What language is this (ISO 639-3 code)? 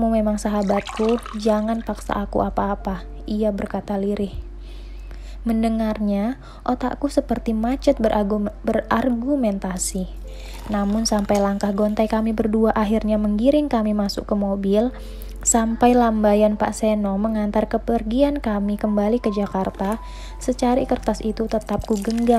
ind